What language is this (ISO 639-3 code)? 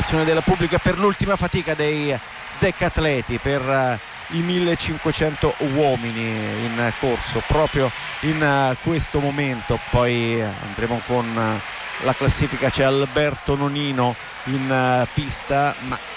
ita